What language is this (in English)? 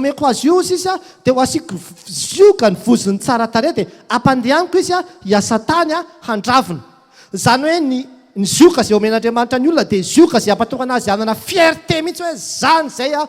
Malagasy